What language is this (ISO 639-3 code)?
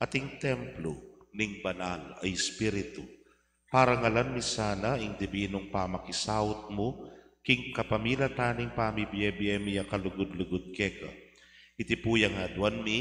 pam